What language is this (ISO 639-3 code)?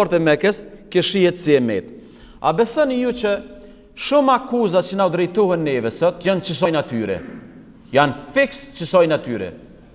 sqi